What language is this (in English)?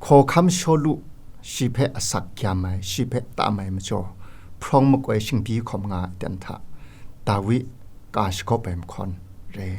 Kachin